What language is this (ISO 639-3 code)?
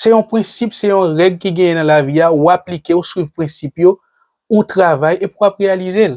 hat